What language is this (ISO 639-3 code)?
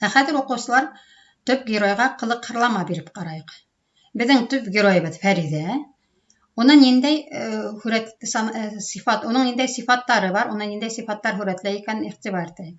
bak